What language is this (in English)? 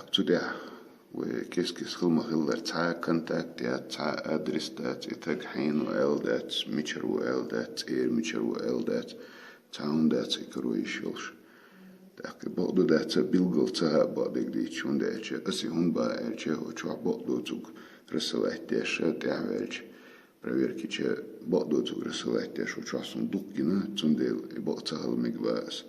Chechen